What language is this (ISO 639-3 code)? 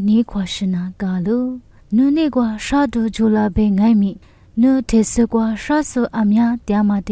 lis